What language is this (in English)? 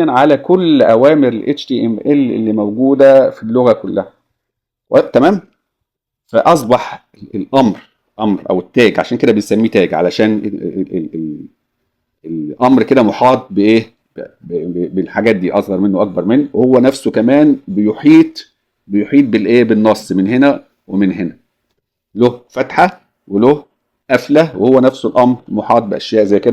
Egyptian Arabic